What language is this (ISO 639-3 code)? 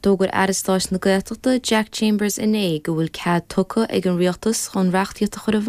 gle